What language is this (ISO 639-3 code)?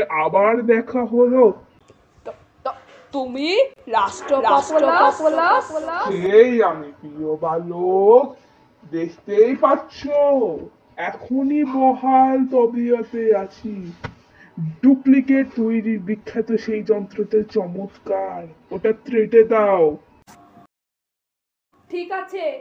ben